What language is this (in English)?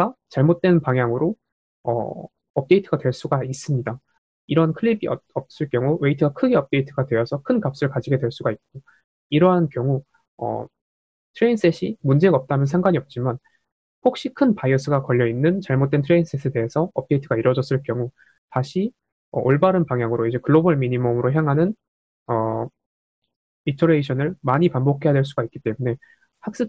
Korean